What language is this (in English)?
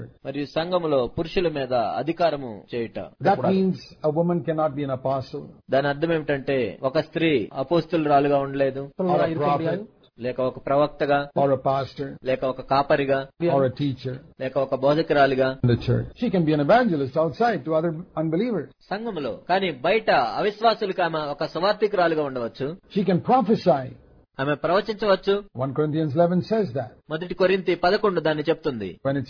Telugu